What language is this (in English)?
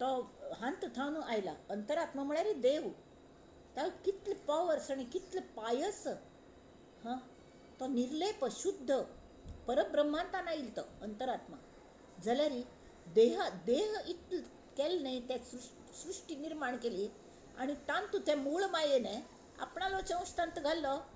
Konkani